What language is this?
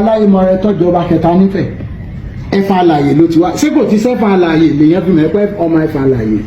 Yoruba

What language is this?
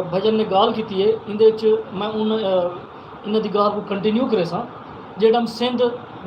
Saraiki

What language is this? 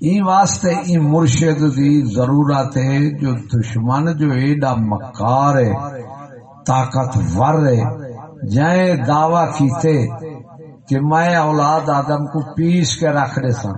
Saraiki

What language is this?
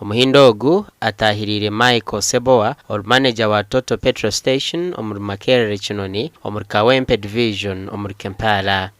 Nyankole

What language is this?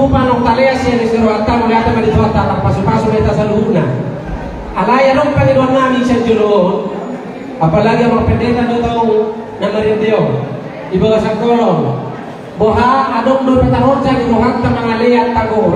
Batak Toba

